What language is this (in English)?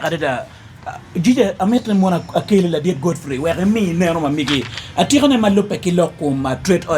Acoli